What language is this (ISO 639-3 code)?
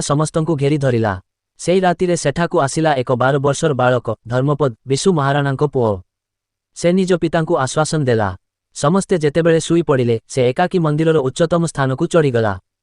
ori